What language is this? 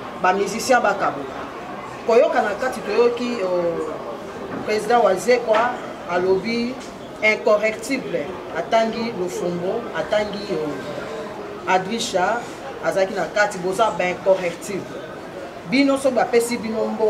Lingala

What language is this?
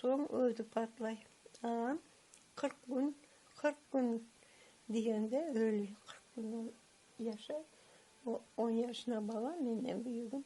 Crimean Tatar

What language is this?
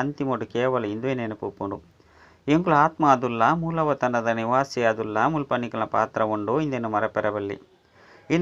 Tulu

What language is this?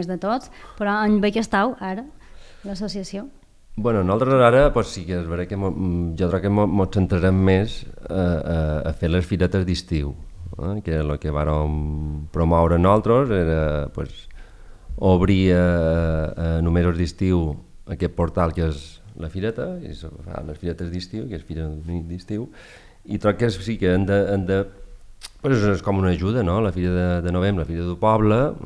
Catalan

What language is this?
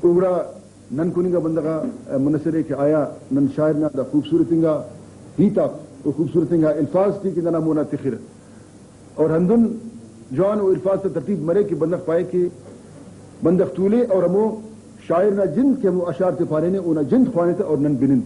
Brahui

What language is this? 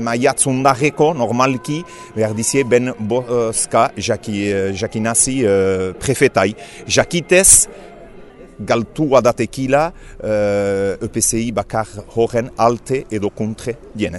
Basque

